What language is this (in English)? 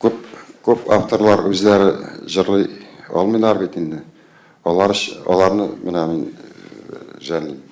Tatar